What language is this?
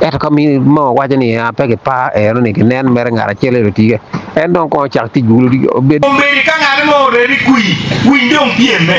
Acoli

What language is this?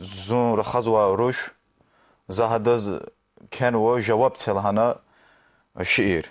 Lezghian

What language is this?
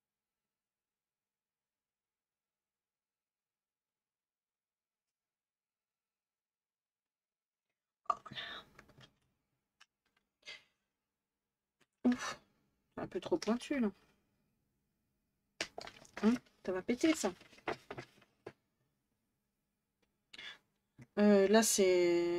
French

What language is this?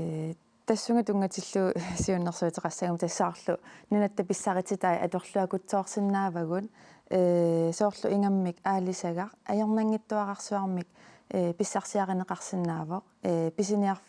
Kalaallisut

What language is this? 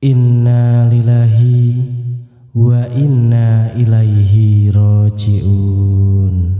Javanese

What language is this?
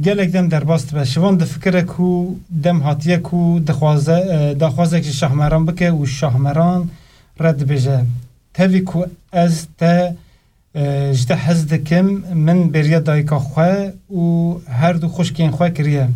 Kurdish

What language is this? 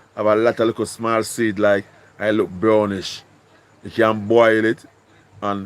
Jamaican Creole English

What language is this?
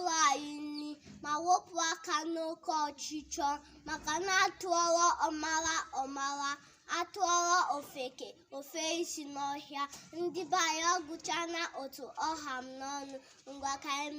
Igbo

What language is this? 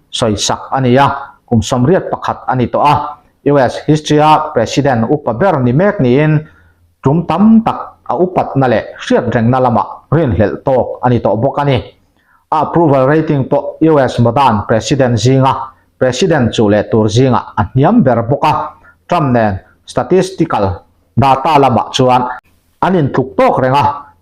Mizo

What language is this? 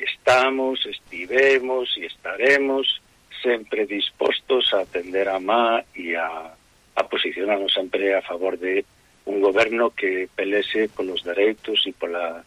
Galician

